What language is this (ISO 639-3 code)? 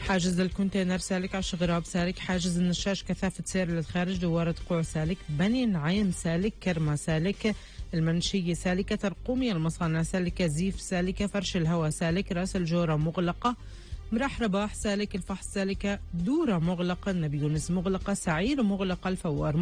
apc